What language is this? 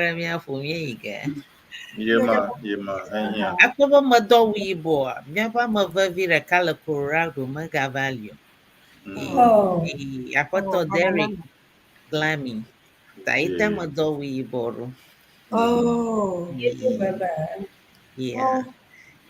Ewe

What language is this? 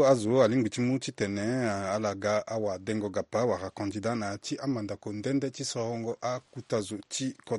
Sango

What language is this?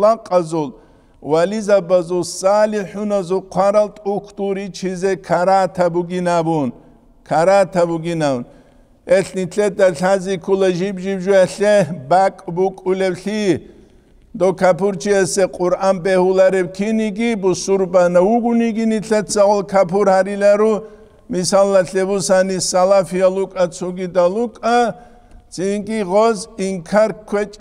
Avaric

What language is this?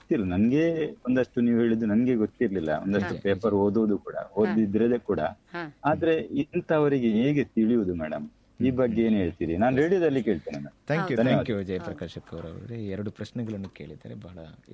Kannada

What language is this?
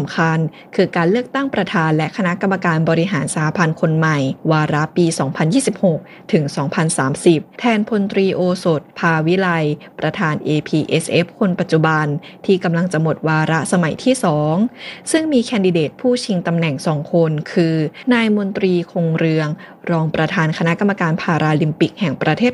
Thai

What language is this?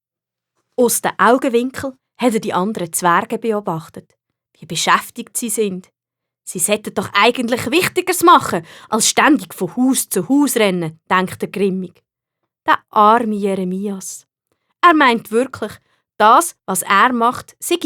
Swiss German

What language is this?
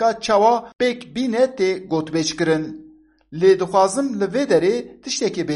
Kurdish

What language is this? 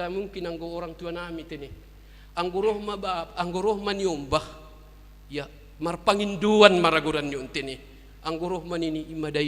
Batak Simalungun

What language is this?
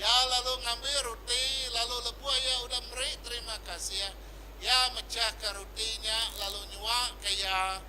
Iban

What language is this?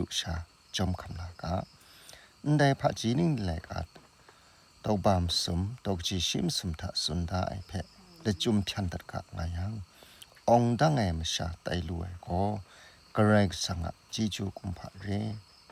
Kachin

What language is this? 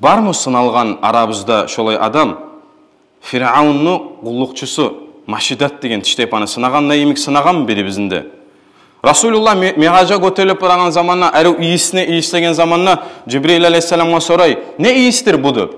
Kumyk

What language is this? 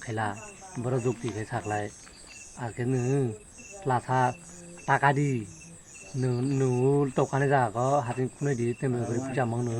Kok Borok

